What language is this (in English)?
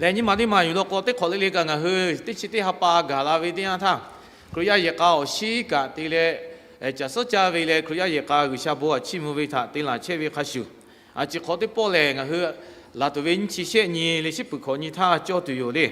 Lahu